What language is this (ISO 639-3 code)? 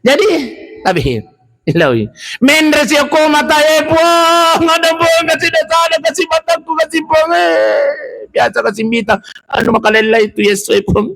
bug